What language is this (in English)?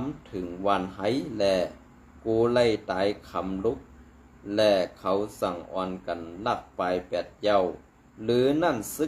Shan